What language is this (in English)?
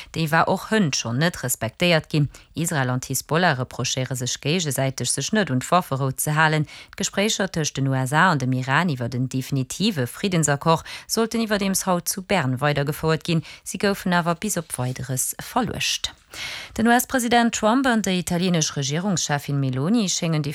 Luxembourgish